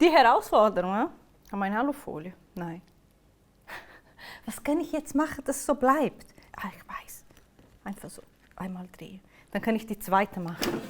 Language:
Swiss German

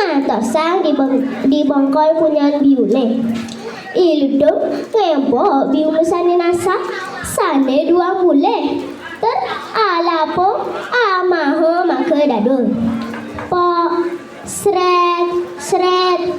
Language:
Balinese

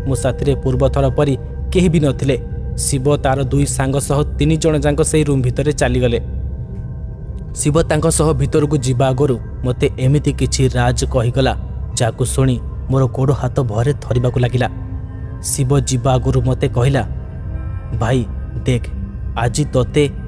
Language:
Odia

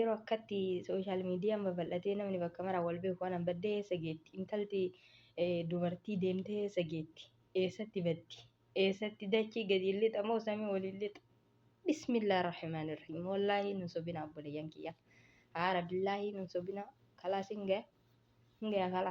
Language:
Oromo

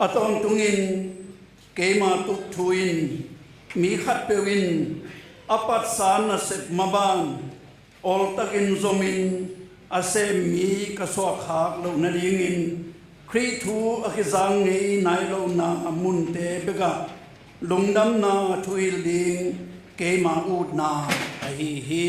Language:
Tedim Chin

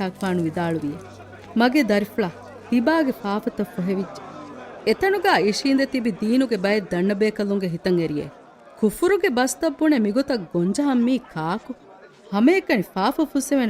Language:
Divehi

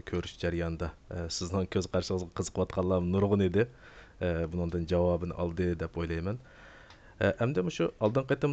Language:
Uyghur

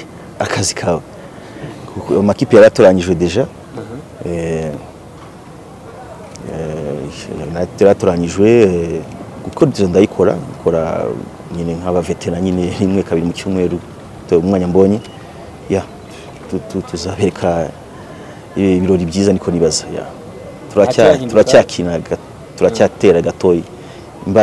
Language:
Kinyarwanda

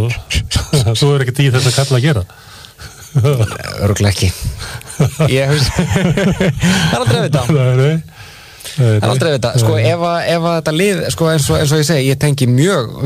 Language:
Icelandic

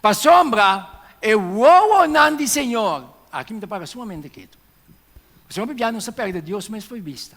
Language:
Papiamento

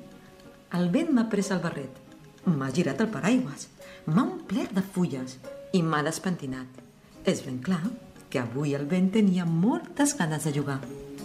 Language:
Catalan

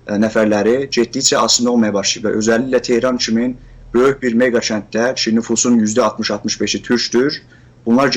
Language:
South Azerbaijani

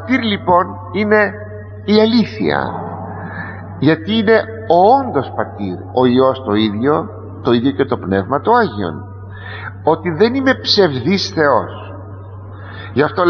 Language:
Greek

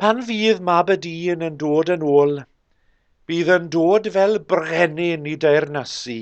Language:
Welsh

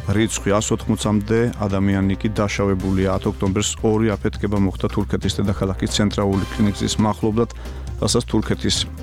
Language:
Georgian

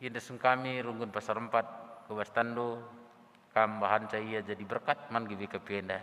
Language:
Batak Karo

